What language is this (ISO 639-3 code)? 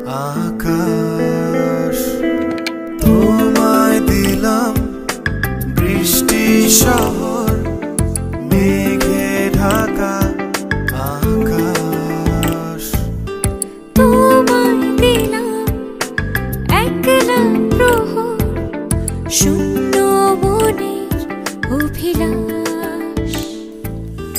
ben